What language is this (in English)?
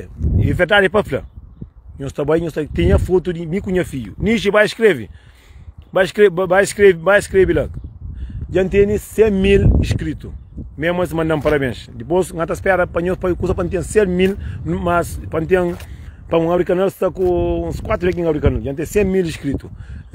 Kabuverdianu